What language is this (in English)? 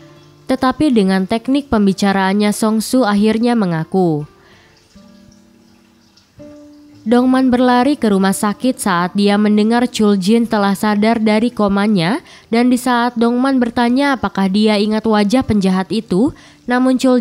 Indonesian